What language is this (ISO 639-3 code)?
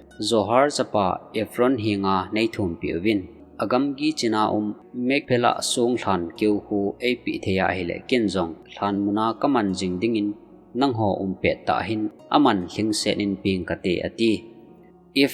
tcz